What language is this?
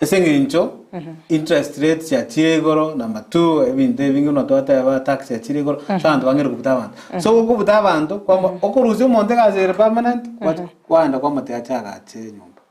Gusii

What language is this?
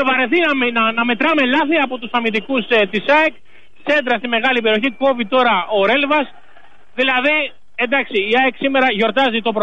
Greek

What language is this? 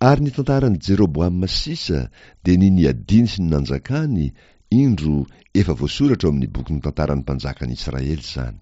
Malagasy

